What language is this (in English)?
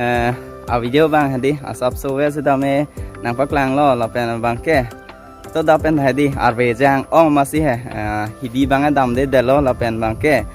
Karbi